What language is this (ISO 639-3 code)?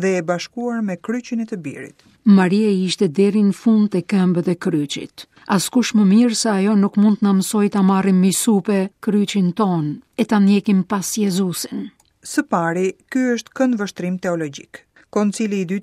sqi